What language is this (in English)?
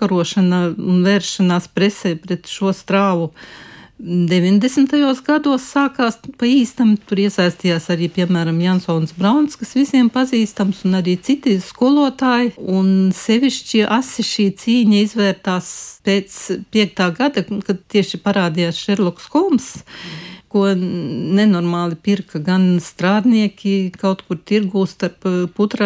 Latvian